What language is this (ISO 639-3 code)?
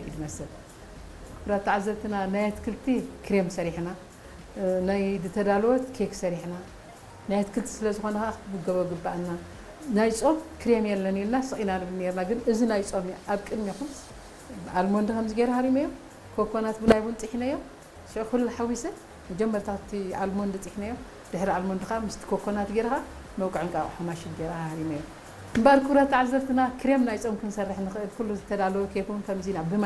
tir